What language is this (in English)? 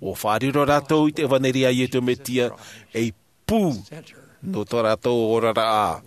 Tahitian